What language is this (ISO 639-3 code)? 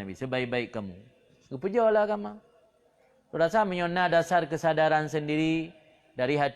ace